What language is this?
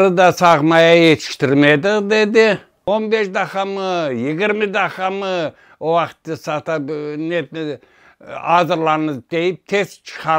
Crimean Tatar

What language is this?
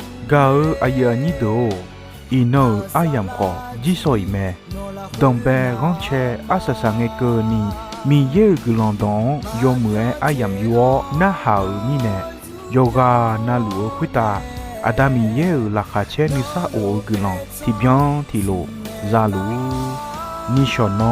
Akha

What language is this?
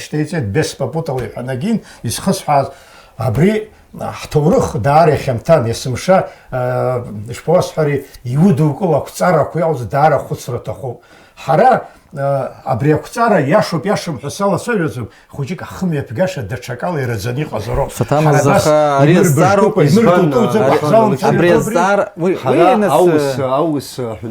Abkhazian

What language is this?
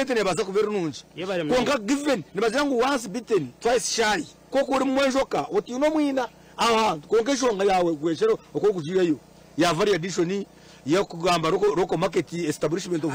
Nyankole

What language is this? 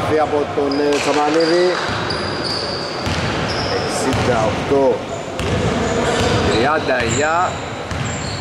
Greek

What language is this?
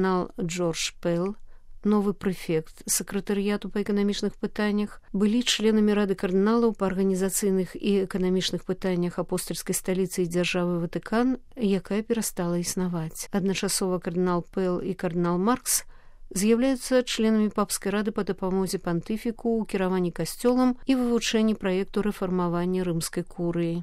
Belarusian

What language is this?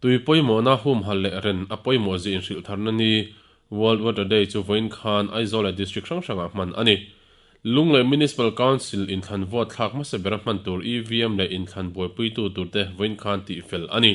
Mizo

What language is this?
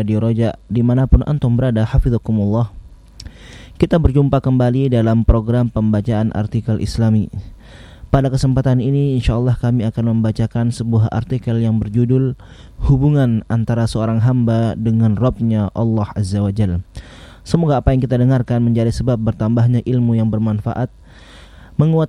Indonesian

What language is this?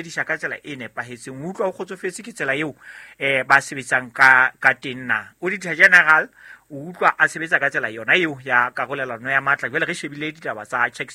Southern Sotho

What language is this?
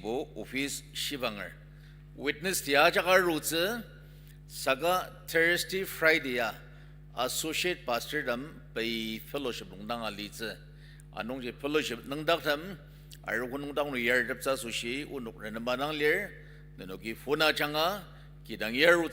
Ao Naga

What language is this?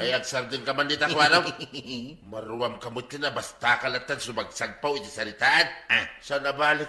Iloko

